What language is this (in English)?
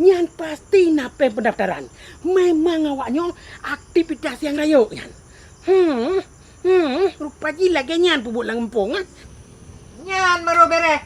Achinese